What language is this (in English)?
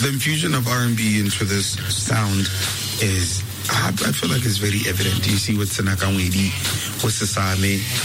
English